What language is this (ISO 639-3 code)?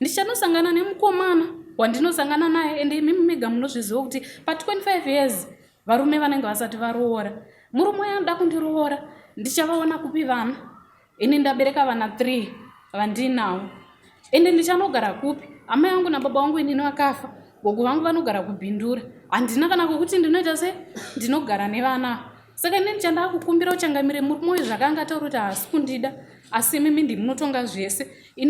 sna